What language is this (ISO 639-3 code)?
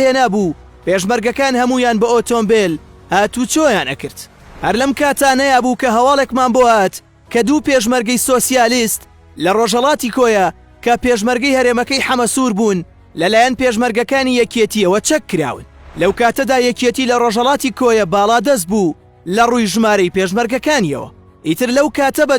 ckb